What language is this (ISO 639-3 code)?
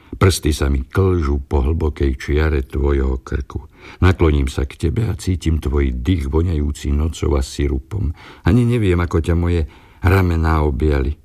slk